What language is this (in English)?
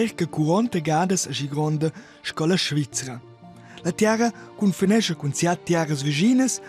Romansh